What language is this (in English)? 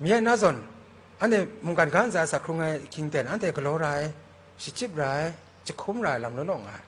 Kachin